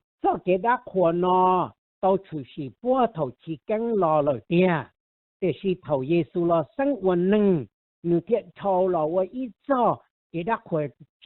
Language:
Hmong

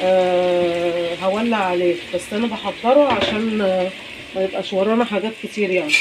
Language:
Egyptian Arabic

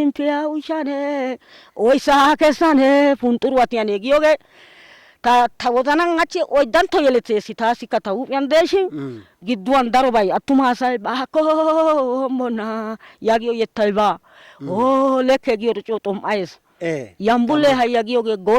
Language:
Wolaytta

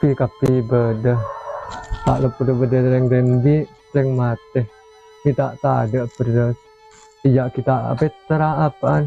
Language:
Madurese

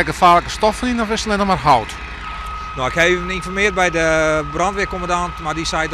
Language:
Western Frisian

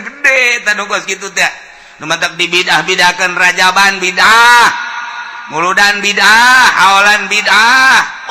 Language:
Sundanese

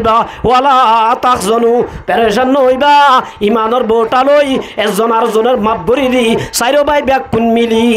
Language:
Rohingya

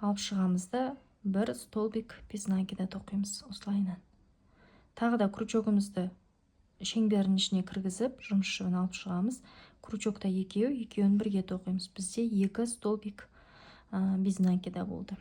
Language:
Kazakh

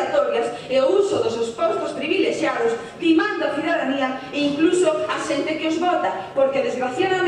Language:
Galician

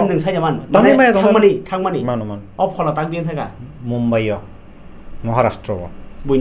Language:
Kok Borok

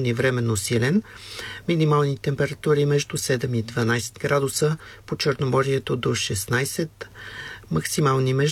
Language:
Bulgarian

